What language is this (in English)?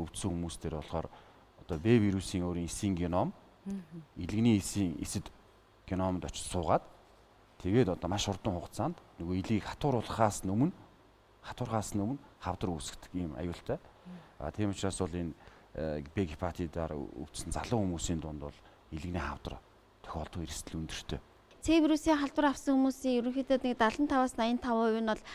Mongolian